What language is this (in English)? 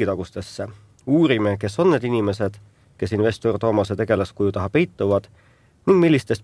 Estonian